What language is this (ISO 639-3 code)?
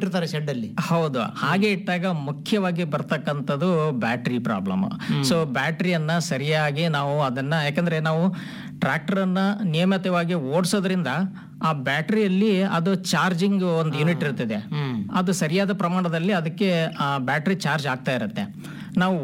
kan